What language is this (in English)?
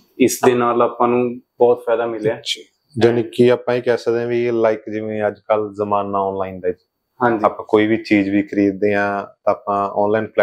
Punjabi